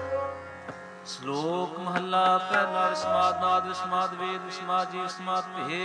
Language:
Punjabi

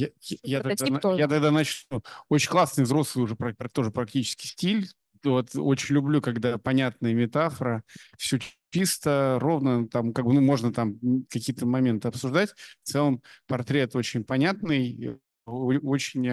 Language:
Russian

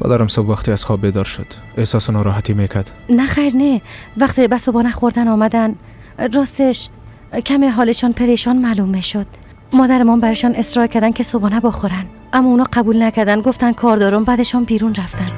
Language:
Persian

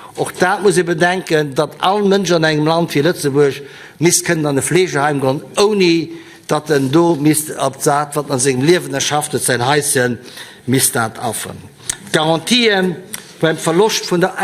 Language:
Luxembourgish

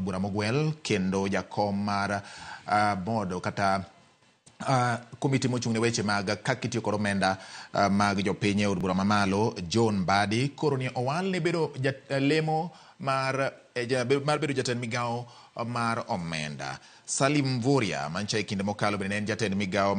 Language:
Luo (Kenya and Tanzania)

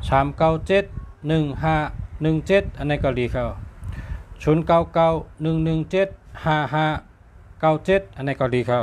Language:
Shan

